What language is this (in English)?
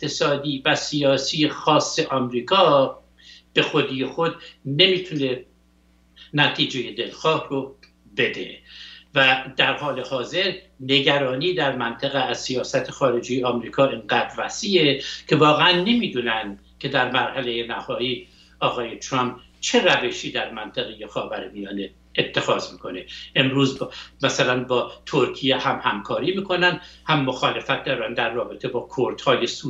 Persian